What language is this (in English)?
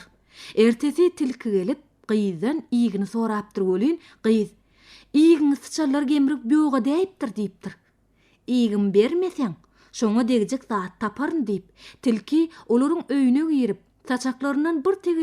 Turkmen